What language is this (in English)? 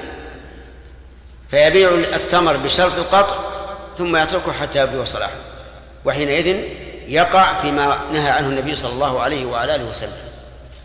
Arabic